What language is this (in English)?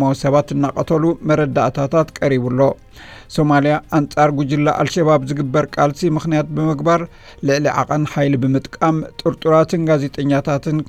Tigrinya